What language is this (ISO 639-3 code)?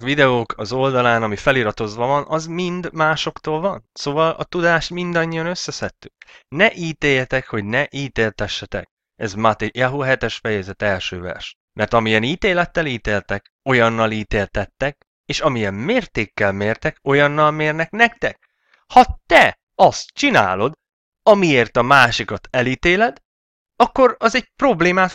hun